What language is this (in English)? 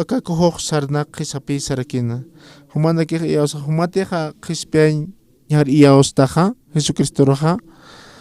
Aymara